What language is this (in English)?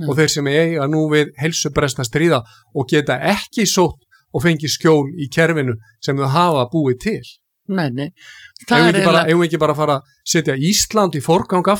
Icelandic